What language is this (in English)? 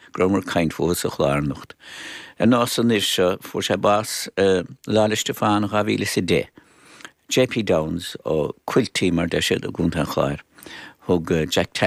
Irish